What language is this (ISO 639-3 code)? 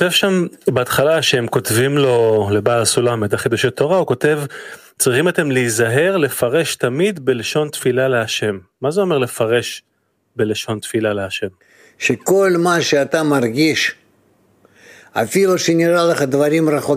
heb